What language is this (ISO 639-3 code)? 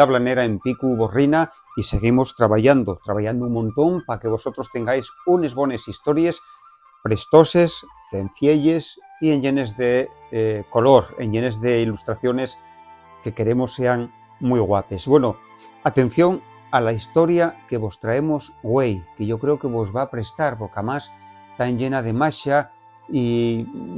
ast